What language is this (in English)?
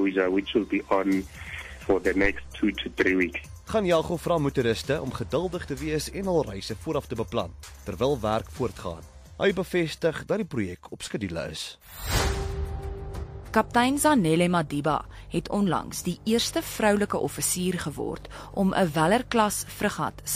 Afrikaans